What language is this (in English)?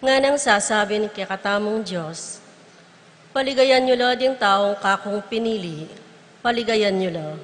Pampanga